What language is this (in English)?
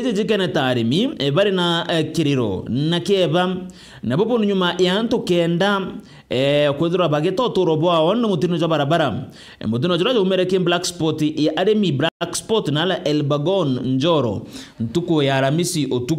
Meru